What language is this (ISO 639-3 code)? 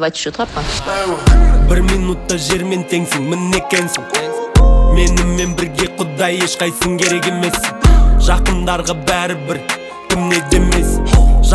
kaz